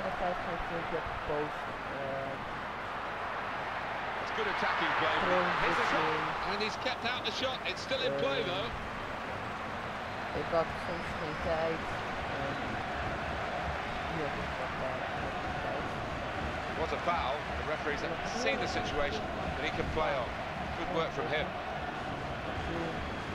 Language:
Dutch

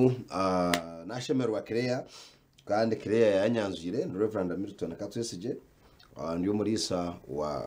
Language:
Nyankole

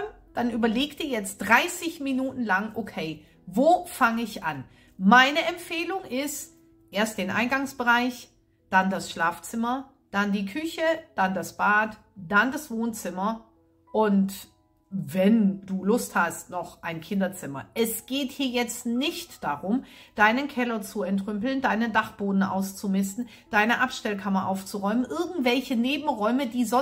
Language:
German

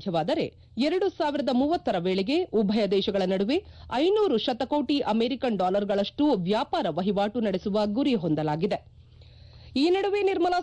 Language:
Kannada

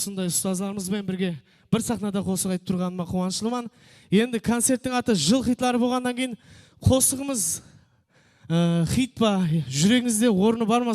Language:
Kara-Kalpak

